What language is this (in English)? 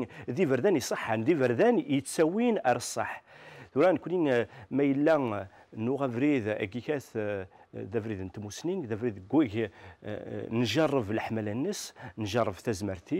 Kabyle